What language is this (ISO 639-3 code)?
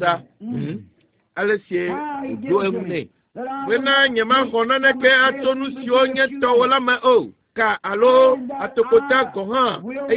ewe